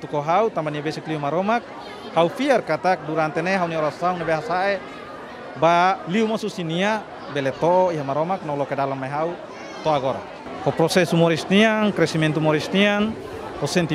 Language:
Tetum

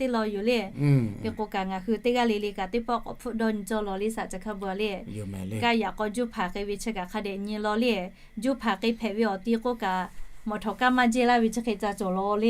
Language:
Lahu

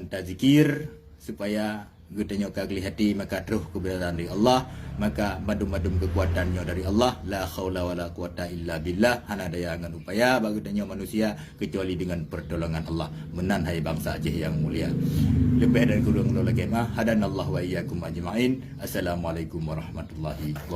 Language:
Achinese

